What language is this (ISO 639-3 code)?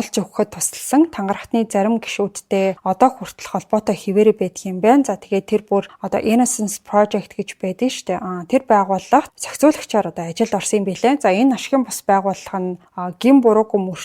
mon